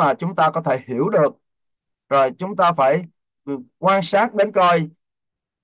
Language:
Vietnamese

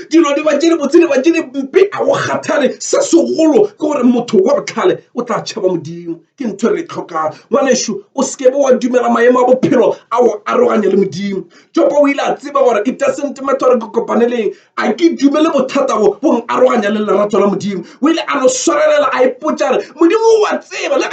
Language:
Northern Sotho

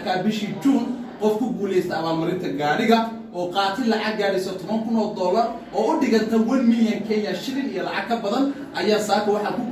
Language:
Somali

